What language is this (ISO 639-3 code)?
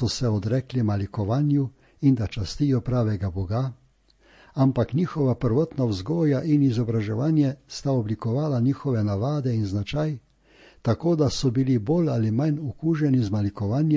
slv